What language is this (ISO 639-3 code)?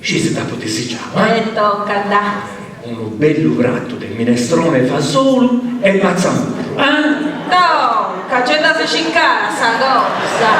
srd